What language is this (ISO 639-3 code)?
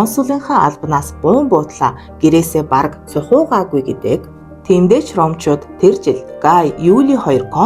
mon